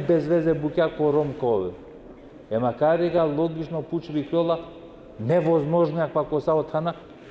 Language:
Balkan Romani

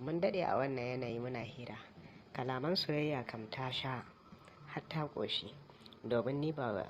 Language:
Hausa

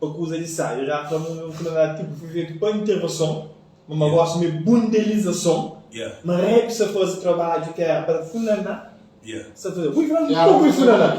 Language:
Kabuverdianu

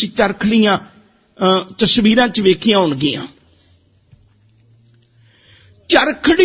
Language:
Punjabi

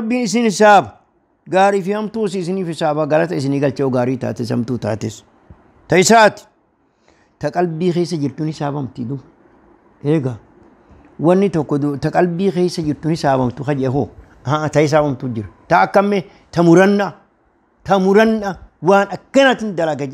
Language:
Oromo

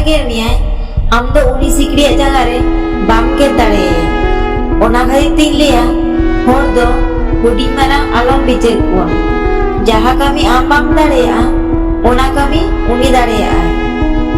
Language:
Santali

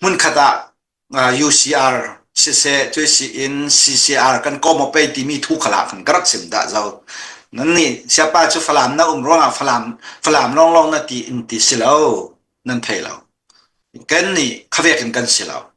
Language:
Falam Chin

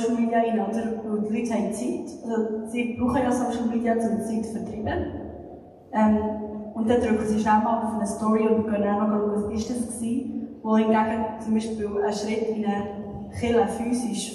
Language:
Swiss German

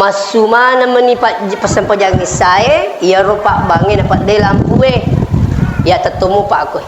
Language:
Buginese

